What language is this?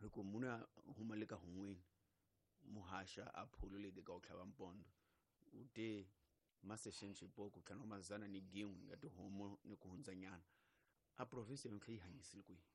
Tsonga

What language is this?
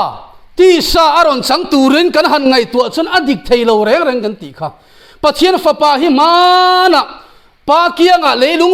Mizo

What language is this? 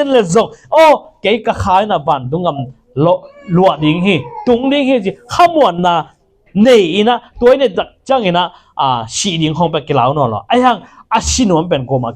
Tedim Chin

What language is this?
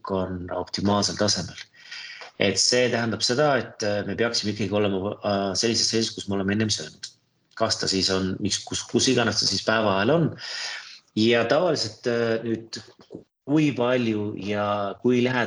Estonian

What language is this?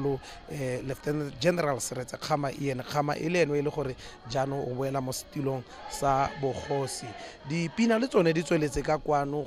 Tswana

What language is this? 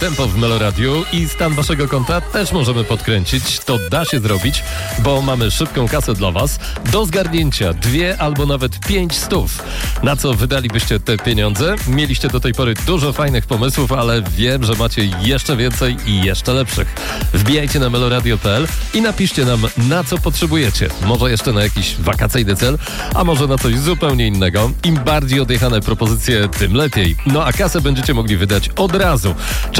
Polish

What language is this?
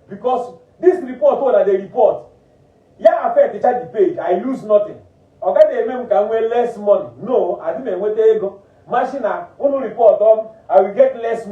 Igbo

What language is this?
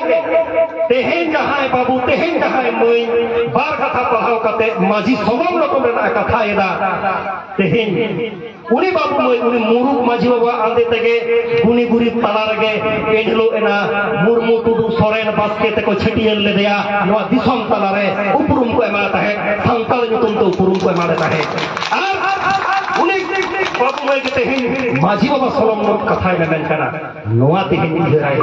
Santali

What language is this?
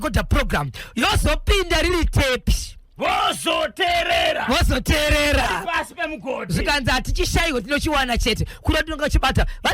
Shona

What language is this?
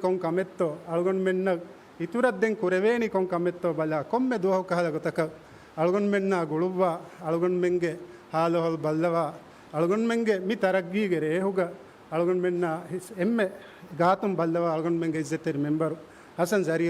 Divehi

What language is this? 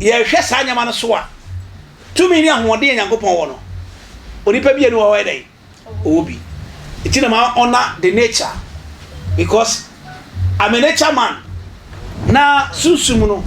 Akan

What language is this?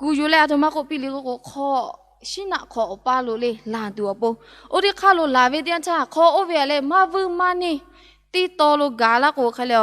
Lahu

